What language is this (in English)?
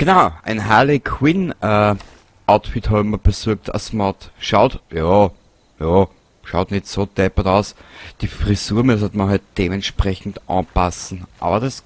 Bavarian